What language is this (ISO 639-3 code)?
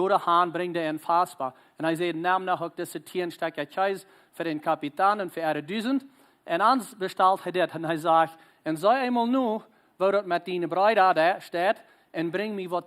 pdt